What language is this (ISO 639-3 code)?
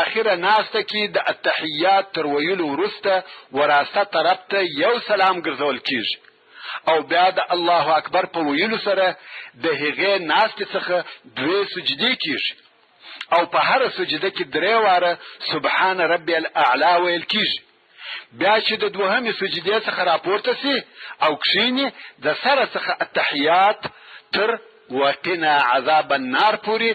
pus